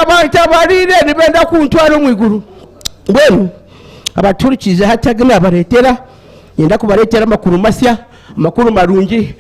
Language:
Nyankole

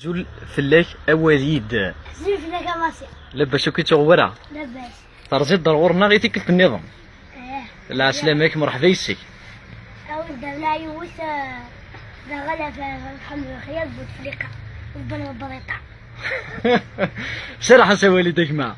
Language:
Kabyle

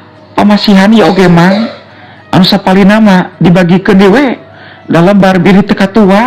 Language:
Sundanese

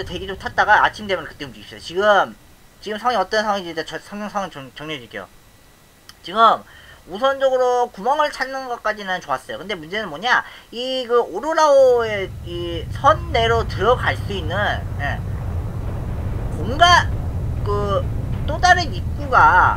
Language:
Korean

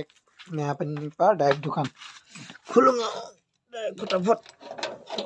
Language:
Assamese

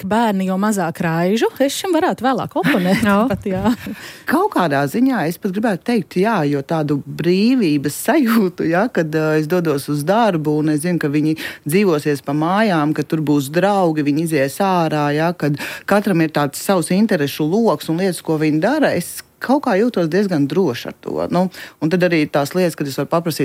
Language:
Latvian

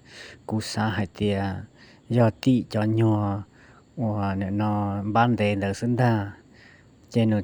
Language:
Hmong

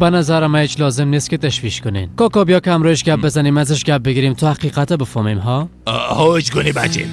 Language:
Persian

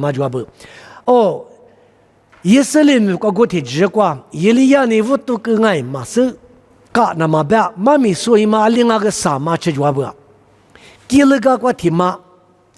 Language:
Lisu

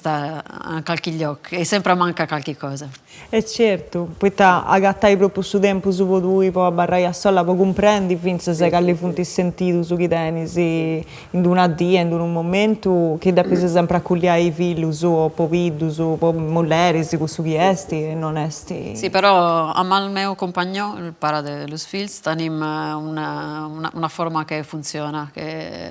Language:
Sardinian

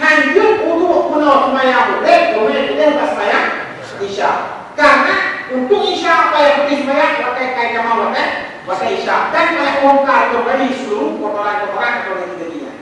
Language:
Achinese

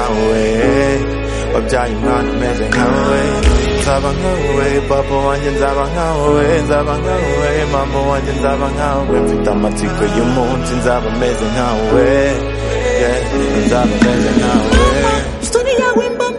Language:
Kinyarwanda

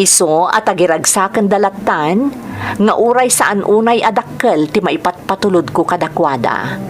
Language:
Iloko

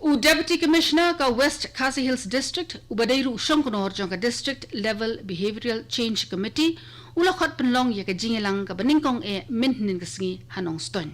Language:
Khasi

